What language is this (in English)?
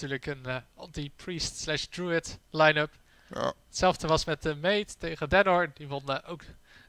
Dutch